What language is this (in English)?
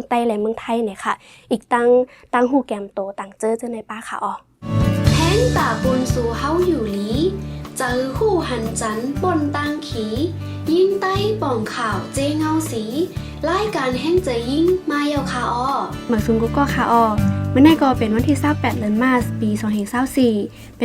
Shan